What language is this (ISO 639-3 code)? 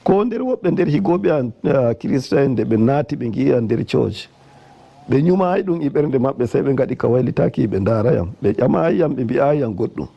fuv